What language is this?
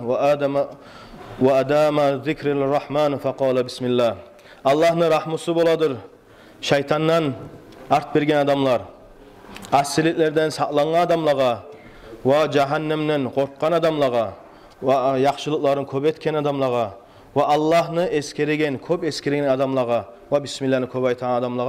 Kumyk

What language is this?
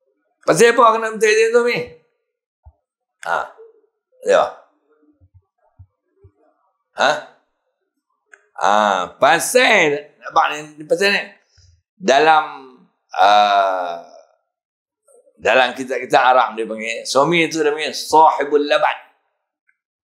Malay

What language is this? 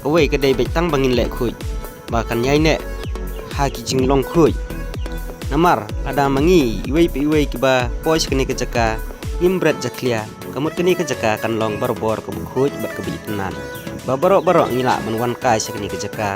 Khasi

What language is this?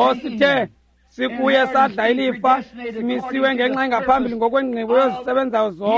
Xhosa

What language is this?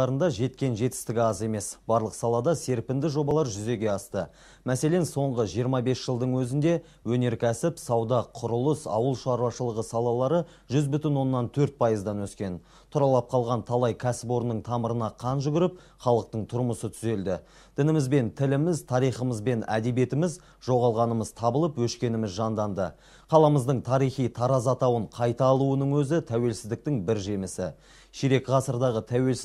Kazakh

